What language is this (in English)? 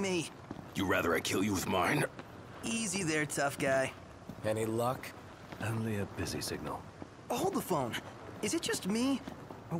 English